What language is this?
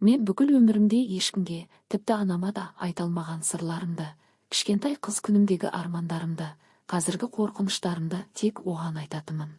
Kazakh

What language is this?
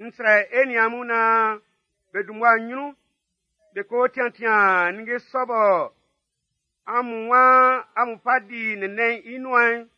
Baoulé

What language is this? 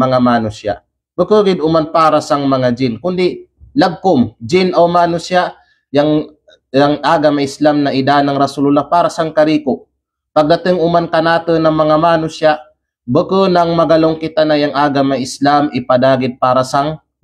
Kalagan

